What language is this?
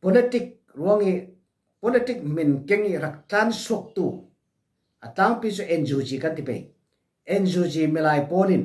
Falam Chin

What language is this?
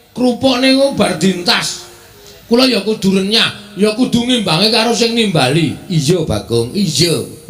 Javanese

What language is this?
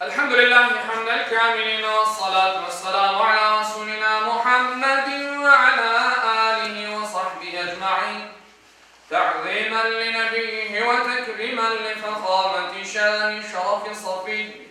Crimean Tatar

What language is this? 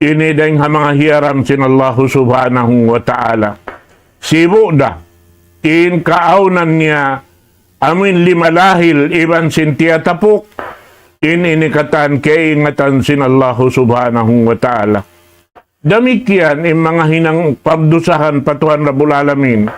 Tausug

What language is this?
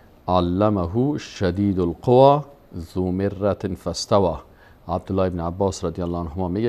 Persian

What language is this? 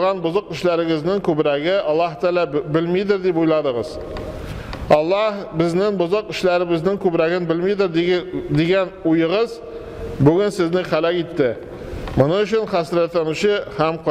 Tatar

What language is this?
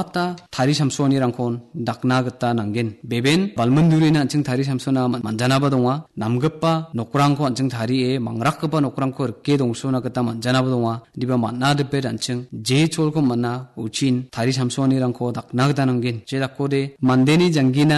Garo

